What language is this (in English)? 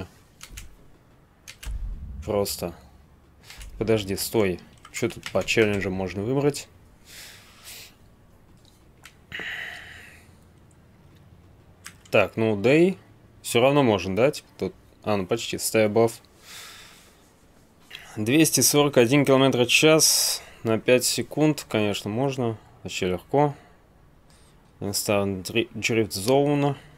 Russian